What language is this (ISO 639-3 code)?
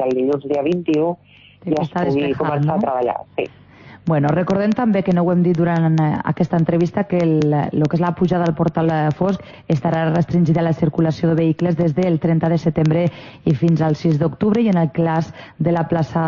cat